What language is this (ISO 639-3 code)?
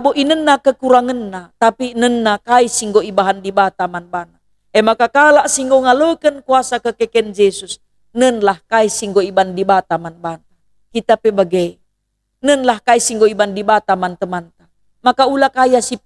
btx